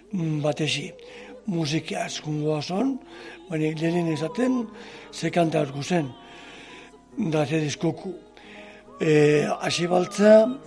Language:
Basque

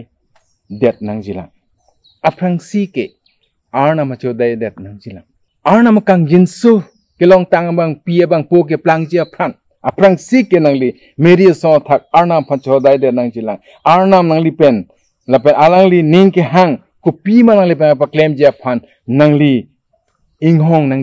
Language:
Karbi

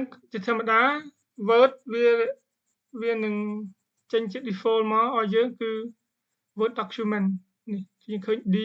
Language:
Khmer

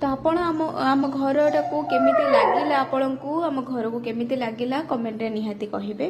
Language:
Odia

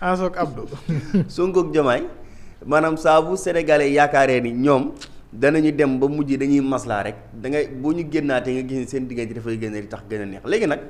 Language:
Wolof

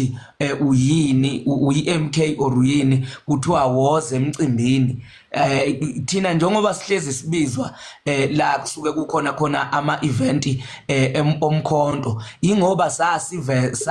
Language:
Zulu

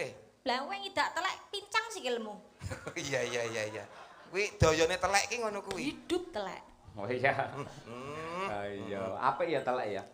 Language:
Javanese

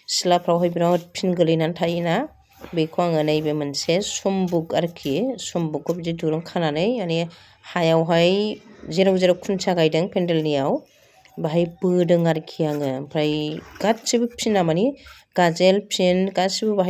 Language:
Bodo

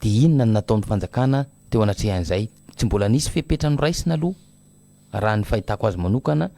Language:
Malagasy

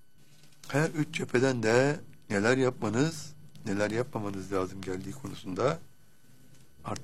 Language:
Turkish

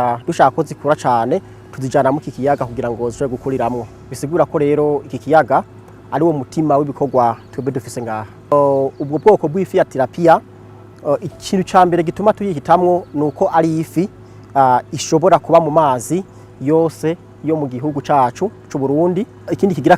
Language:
Rundi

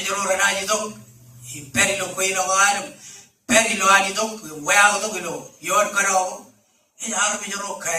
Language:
Marshallese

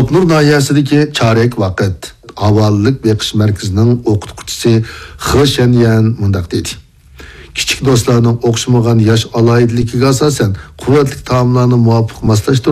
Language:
Uyghur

